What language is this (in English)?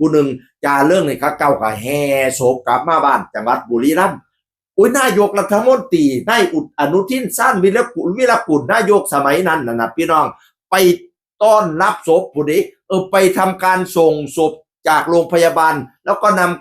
Northeastern Thai